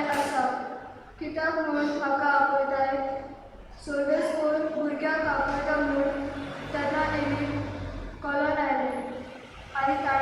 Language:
Konkani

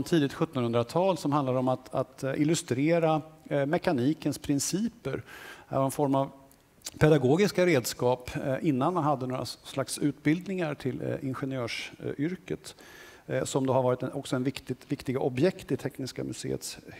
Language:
Swedish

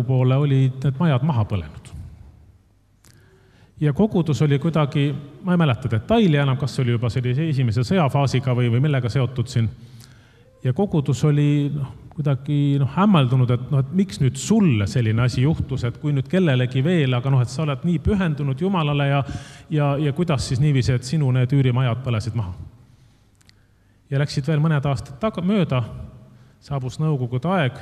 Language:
Estonian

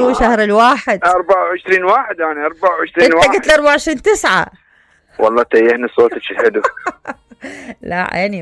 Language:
Mesopotamian Arabic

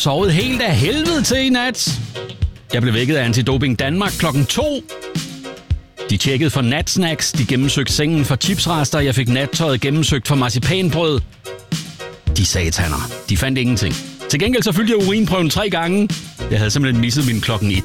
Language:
Danish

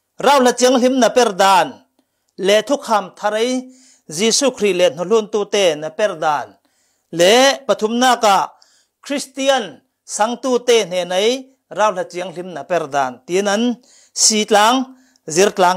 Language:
Falam Chin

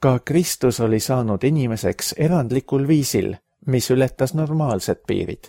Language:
Estonian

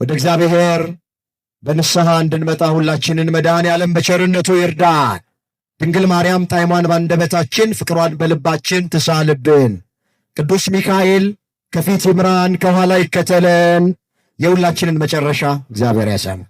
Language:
Amharic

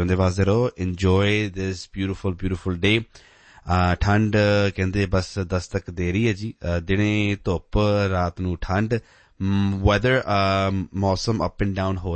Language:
Punjabi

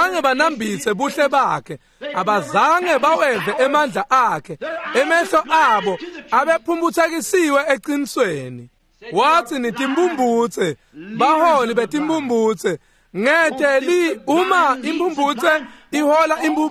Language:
Swati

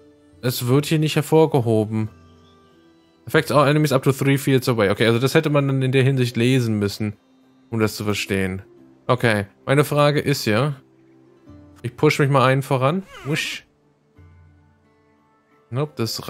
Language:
German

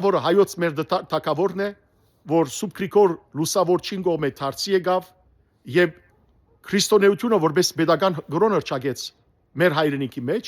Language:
Western Armenian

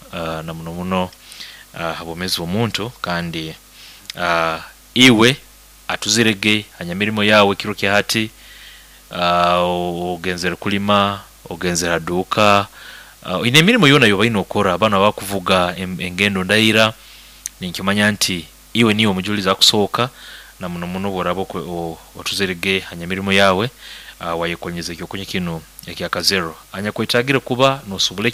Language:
Nyoro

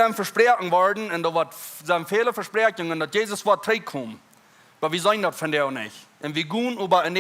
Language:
Plautdietsch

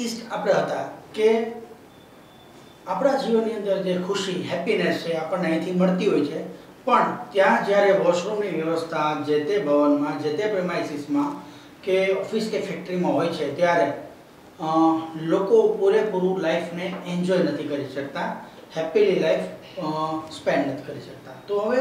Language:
Gujarati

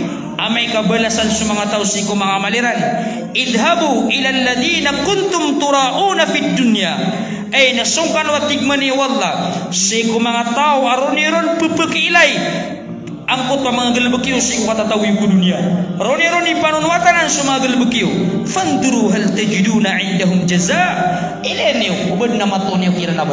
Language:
Maranao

